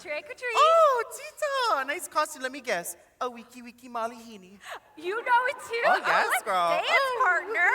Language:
Hawaiian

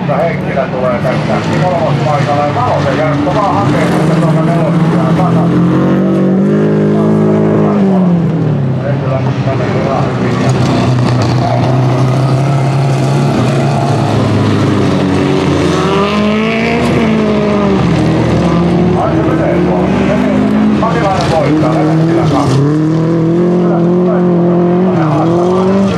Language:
Finnish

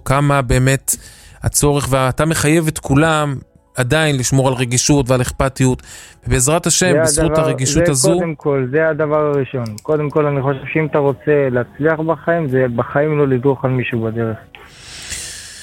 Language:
Hebrew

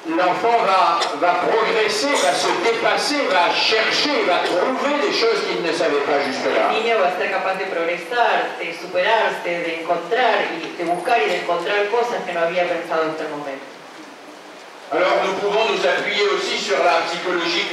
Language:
French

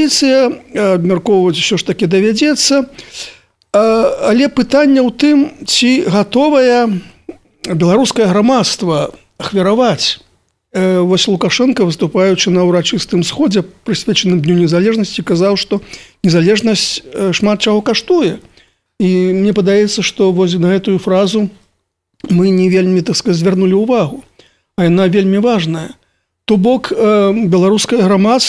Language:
Belarusian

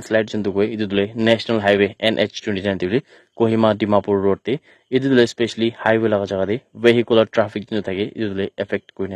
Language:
Naga Pidgin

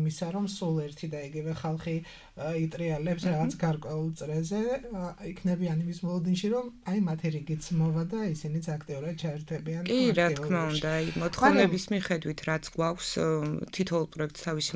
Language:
Georgian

